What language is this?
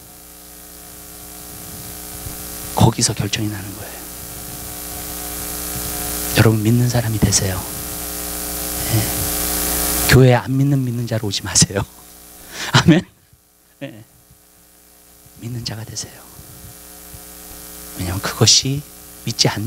Korean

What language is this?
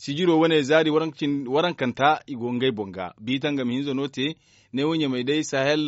Zarma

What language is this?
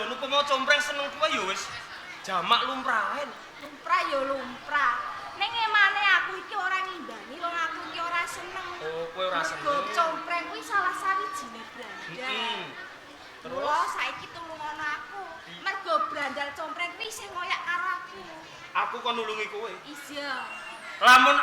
Javanese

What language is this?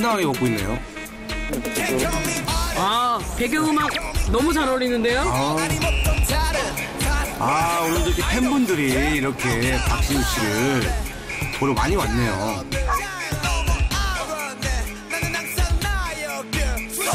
Korean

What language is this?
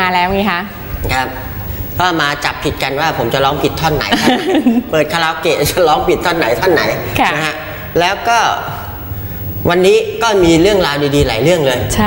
Thai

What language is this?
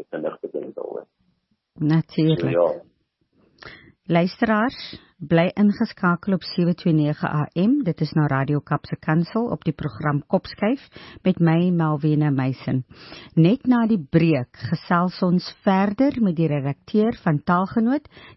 Afrikaans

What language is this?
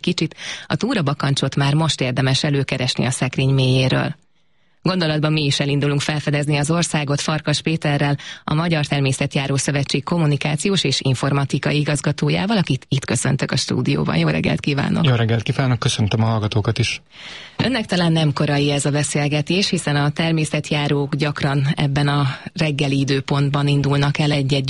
Hungarian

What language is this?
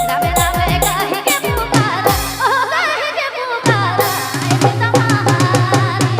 Sadri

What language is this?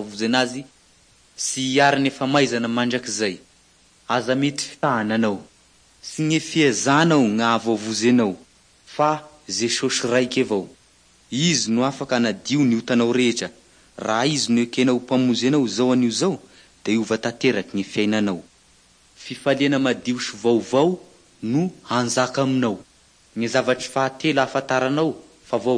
Malagasy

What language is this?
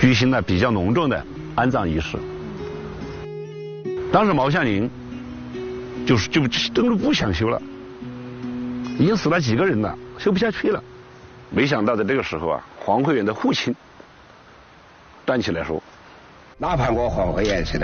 Chinese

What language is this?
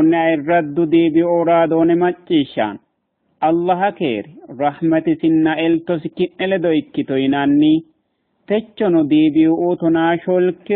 Sidamo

